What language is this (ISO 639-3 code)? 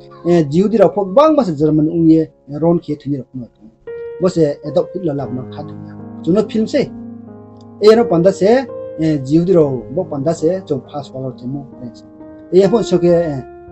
ria